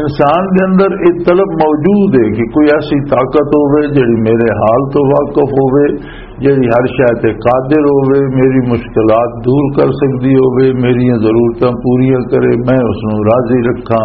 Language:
Western Panjabi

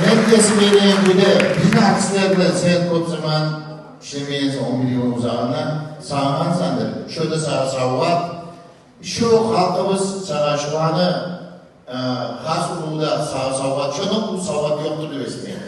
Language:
Kumyk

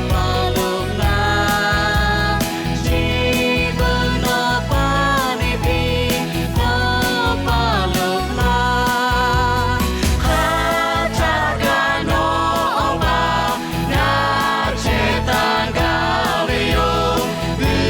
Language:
Lahu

